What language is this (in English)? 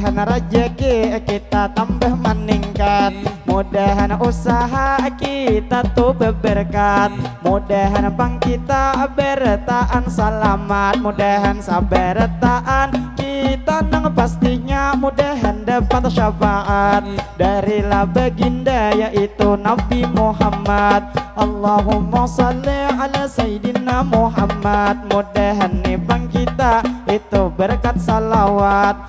Banjar